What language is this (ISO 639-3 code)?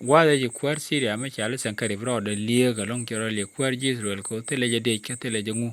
nus